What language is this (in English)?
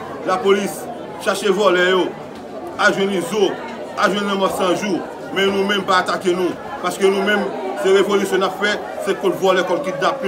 Haitian Creole